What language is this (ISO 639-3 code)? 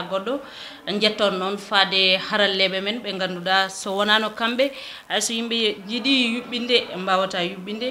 ful